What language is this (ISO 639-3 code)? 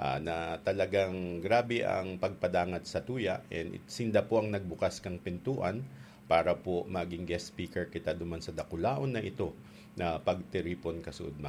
bik